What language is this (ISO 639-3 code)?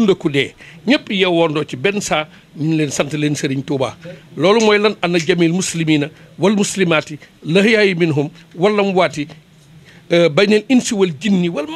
wol